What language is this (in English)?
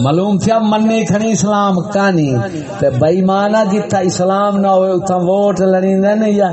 Saraiki